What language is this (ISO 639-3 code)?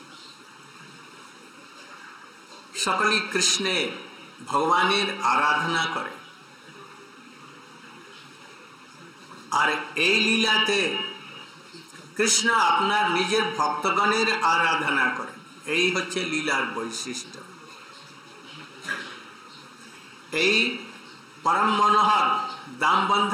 hin